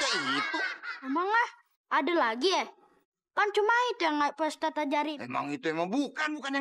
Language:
Betawi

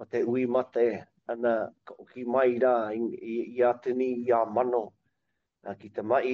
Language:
Māori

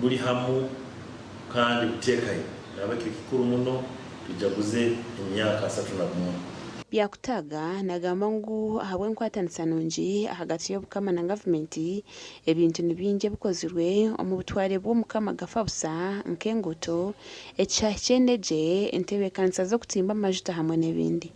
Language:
Nyankole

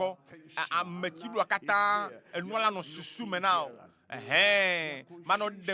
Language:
Ewe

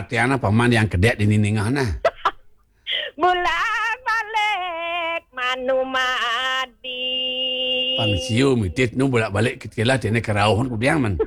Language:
Balinese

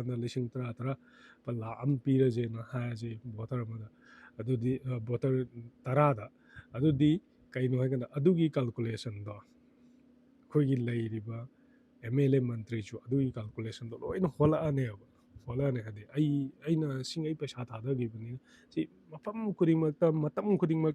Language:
Manipuri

